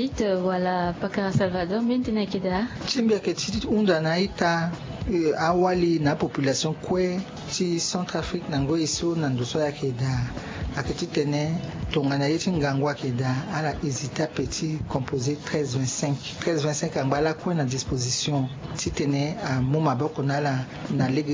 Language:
Sango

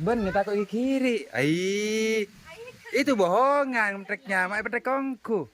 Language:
Madurese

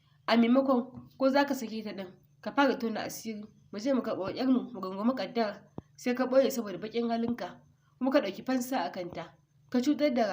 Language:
Hausa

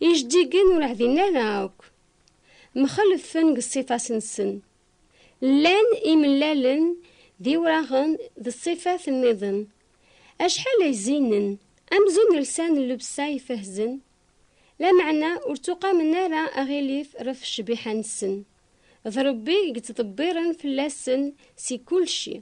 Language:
Kabyle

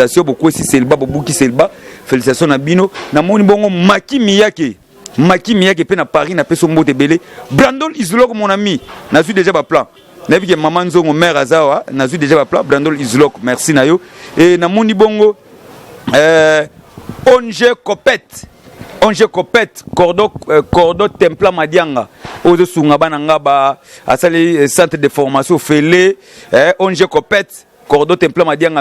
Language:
Lingala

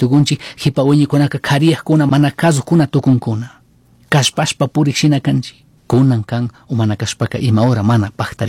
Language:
Chimborazo Highland Quichua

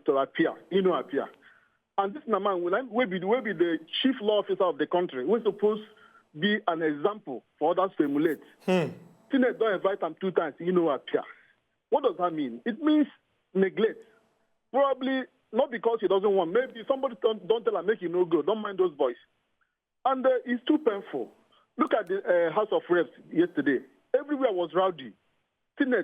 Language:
Nigerian Pidgin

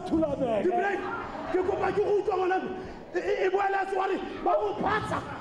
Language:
Tswana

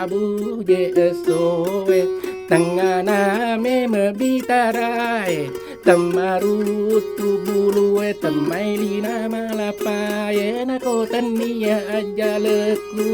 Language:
Buginese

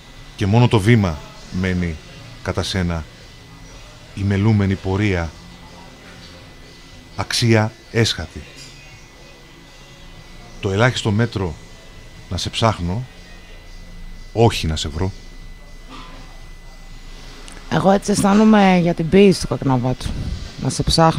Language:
Greek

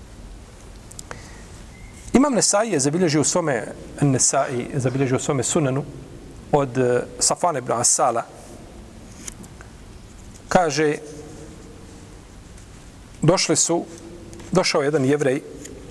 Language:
Bosnian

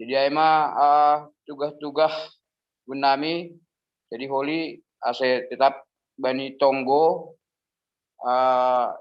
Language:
Batak Simalungun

